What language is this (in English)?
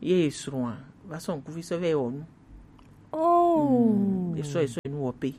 Gen